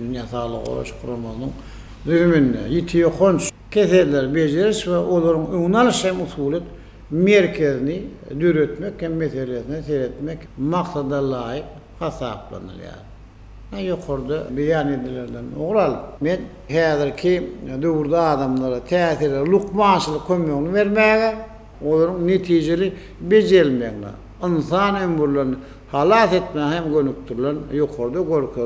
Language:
Turkmen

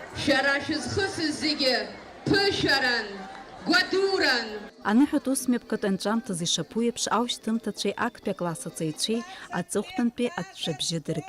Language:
Abkhazian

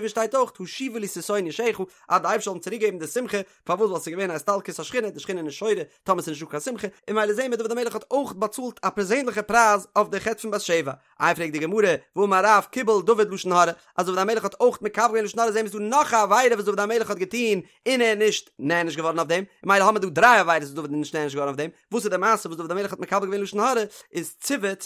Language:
Yiddish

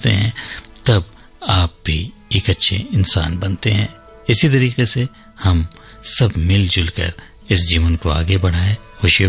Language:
Hindi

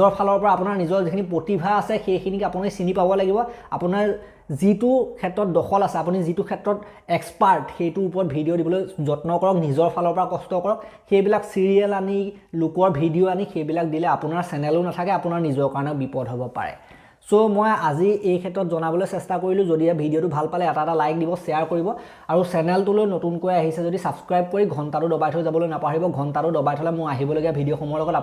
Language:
Assamese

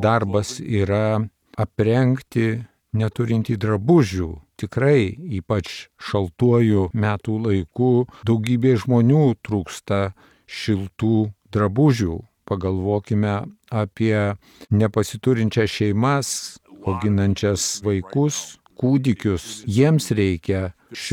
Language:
Lithuanian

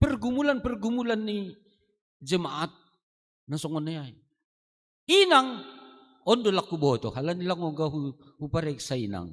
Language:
Batak Simalungun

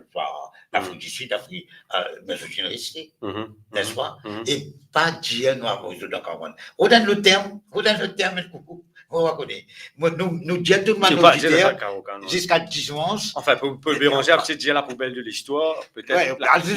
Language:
Morisyen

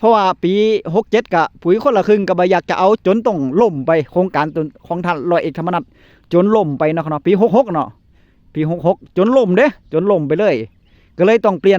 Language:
Northeastern Thai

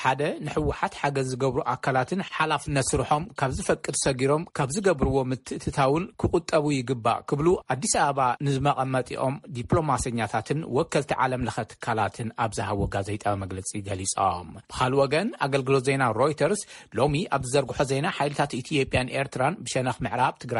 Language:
Tigrinya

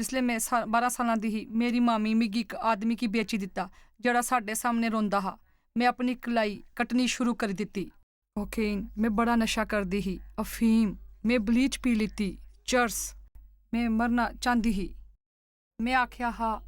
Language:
Dogri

